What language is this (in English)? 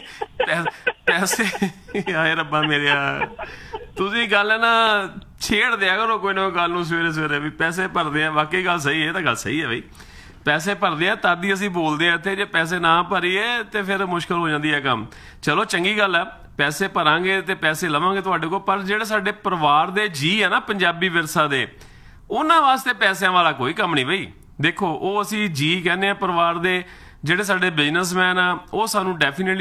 Punjabi